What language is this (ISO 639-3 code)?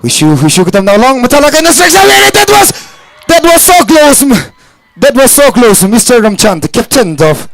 nmf